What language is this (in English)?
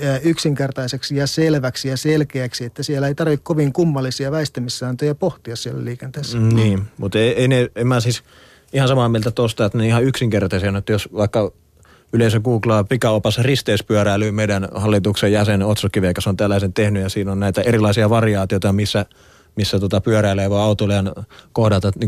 Finnish